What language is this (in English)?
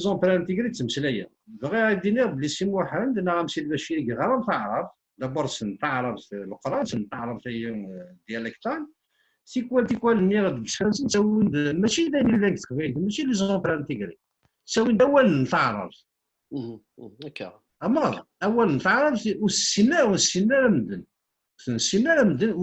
Kabyle